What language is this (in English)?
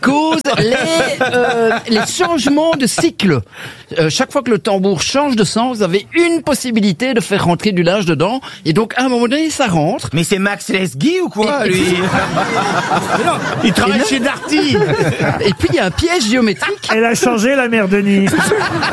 French